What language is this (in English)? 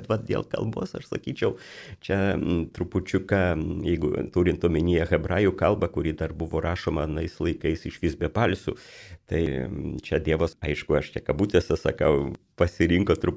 Lithuanian